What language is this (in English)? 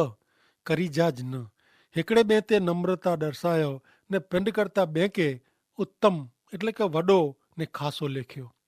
Kachhi